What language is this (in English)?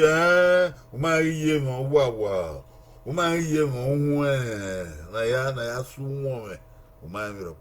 Bini